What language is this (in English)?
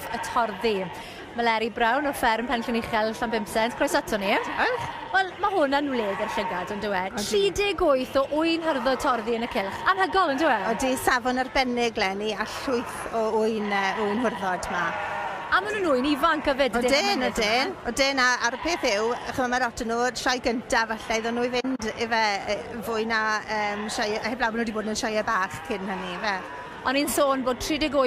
Welsh